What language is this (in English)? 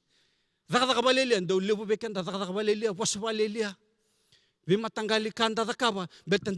Fijian